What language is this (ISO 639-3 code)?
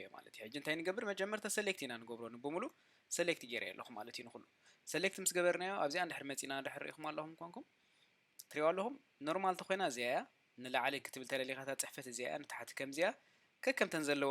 tir